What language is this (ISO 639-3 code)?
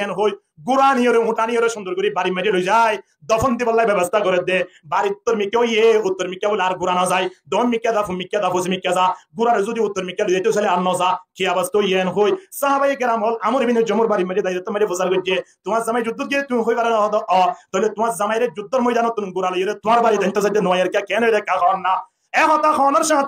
rhg